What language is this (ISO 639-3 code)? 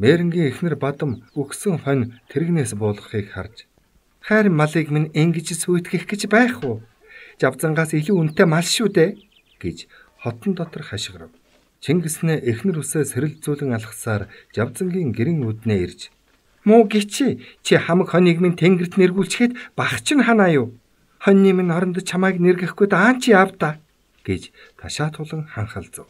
mon